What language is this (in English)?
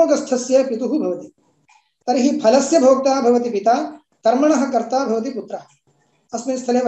Sanskrit